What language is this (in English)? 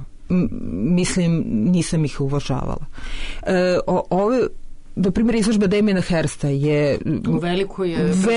Serbian